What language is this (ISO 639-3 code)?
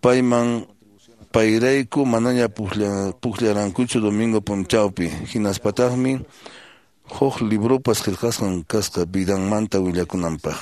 que